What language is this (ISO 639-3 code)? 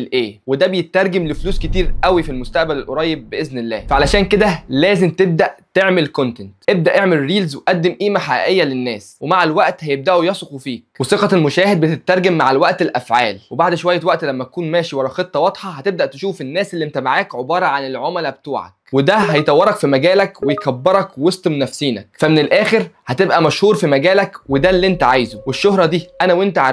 arz